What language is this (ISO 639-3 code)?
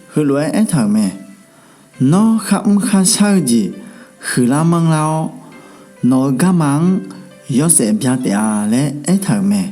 ahk